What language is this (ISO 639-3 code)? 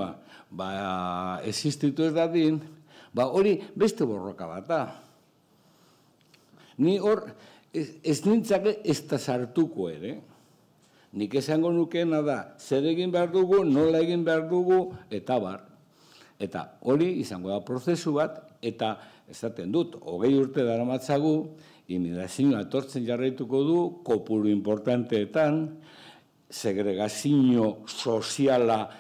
eus